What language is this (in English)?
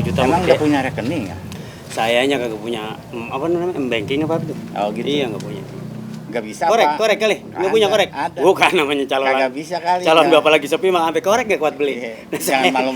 Betawi